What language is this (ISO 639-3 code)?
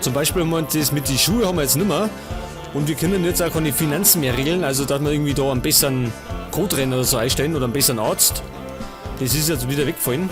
bar